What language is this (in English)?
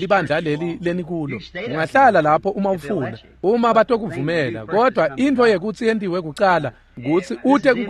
Swati